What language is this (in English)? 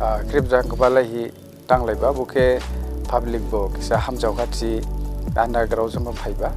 Dimasa